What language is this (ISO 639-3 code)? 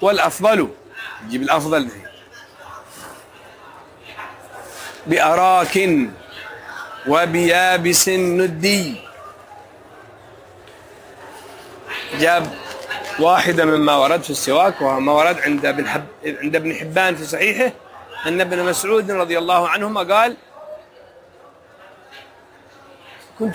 ara